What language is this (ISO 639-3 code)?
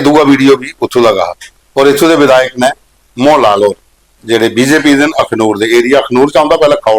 doi